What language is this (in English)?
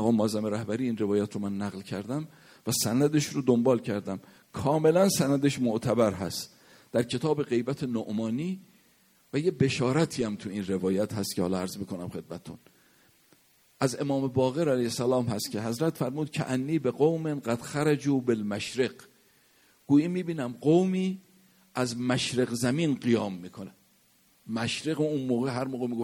Persian